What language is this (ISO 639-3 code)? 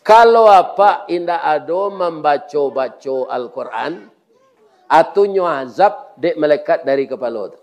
min